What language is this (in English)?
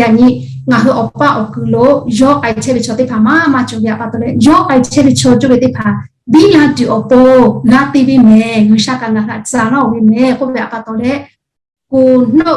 Lahu